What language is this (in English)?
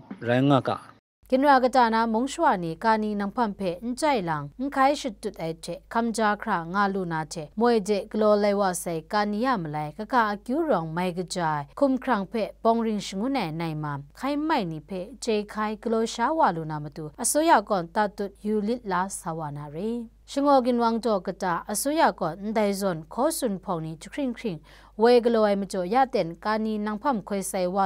Kachin